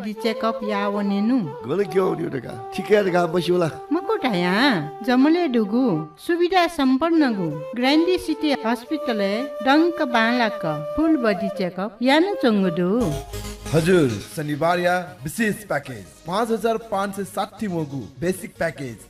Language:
Newari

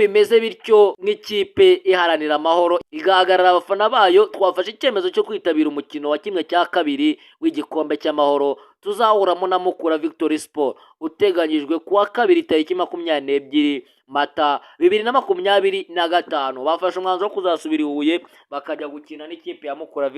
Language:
Kinyarwanda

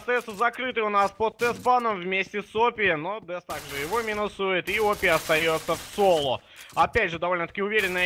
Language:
Russian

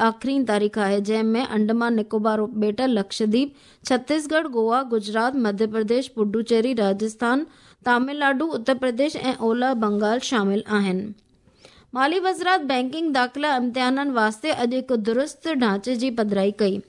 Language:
Sindhi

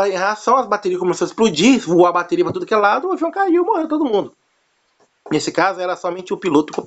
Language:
Portuguese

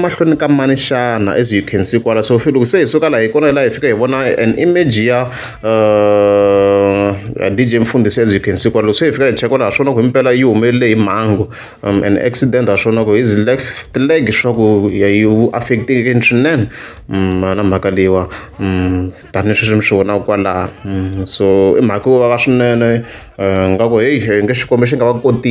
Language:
Tsonga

